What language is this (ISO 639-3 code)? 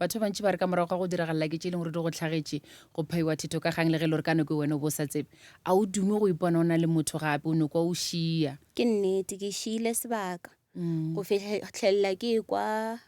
nso